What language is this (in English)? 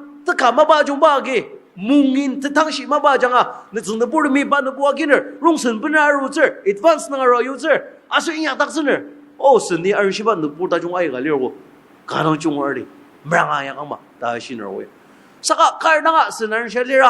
Ao Naga